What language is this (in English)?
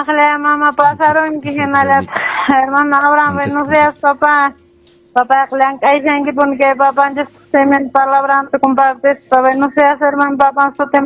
Quechua